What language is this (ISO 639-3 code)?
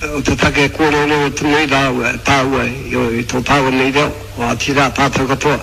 mri